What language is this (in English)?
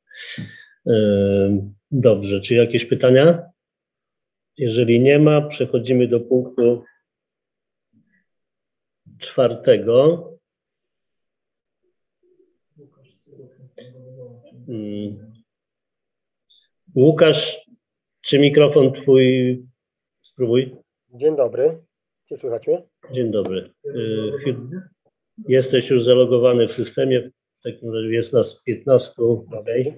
Polish